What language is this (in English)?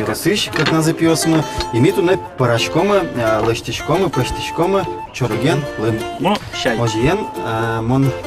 Udmurt